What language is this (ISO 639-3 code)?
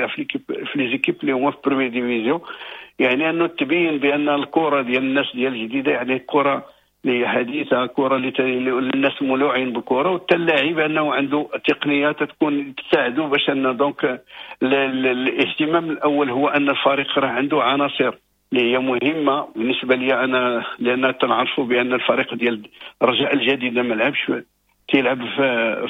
ary